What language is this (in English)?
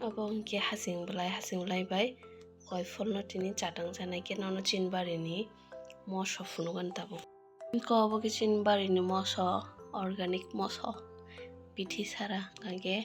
Kok Borok